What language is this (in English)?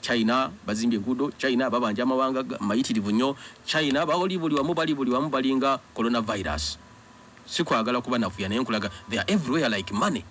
Ganda